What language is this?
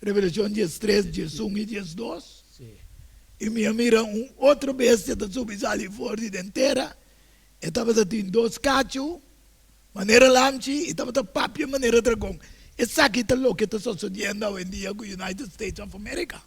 Papiamento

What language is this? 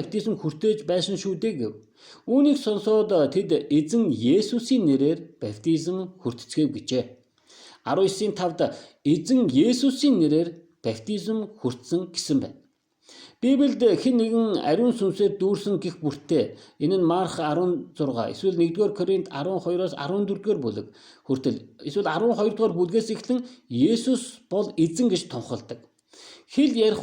Mongolian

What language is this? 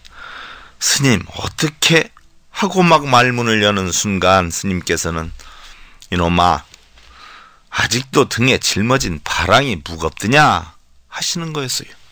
Korean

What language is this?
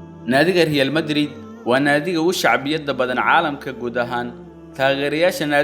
Somali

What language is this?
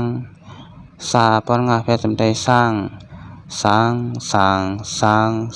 Shan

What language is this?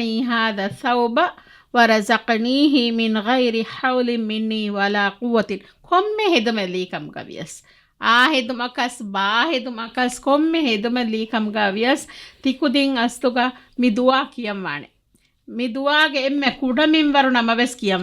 Divehi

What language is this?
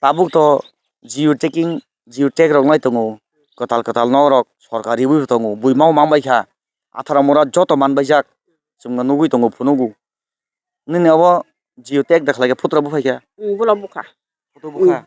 Kok Borok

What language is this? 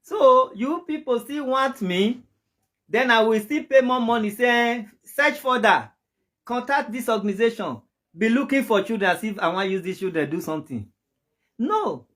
Nigerian Pidgin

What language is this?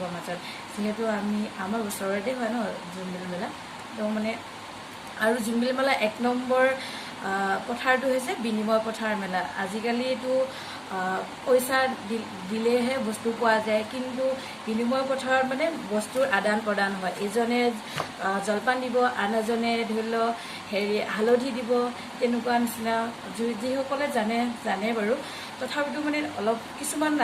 Assamese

